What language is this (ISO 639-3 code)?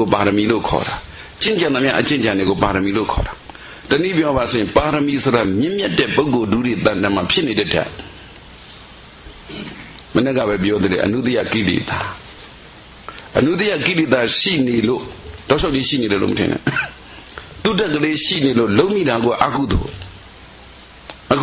mya